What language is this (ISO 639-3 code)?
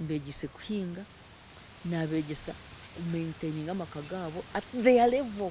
nyn